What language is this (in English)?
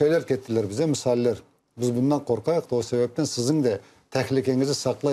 Crimean Tatar